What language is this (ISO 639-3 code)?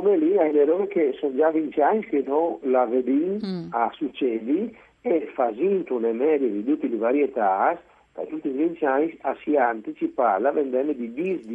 fur